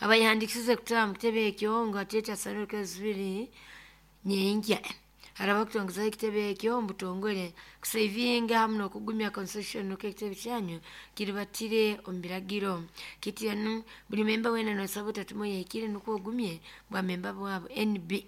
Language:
Nyoro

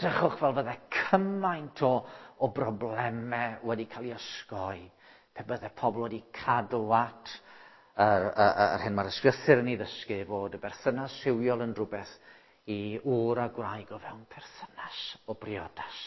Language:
Welsh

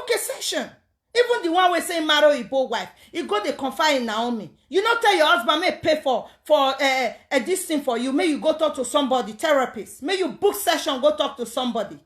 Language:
Nigerian Pidgin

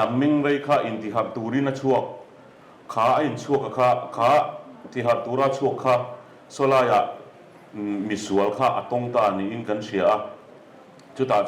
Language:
Mizo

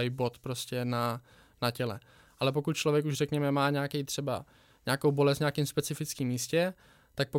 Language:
Czech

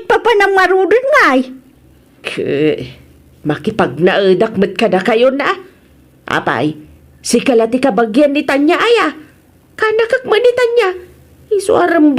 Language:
Iloko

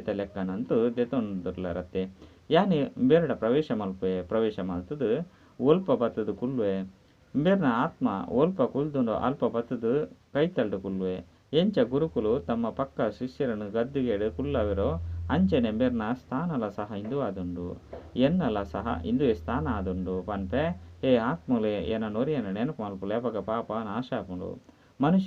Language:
Tulu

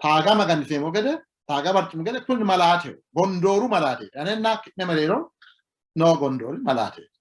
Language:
Sidamo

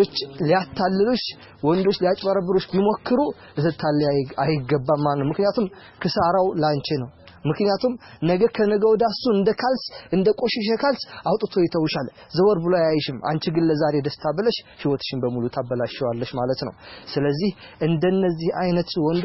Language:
Amharic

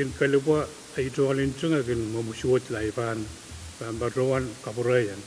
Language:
Pohnpeian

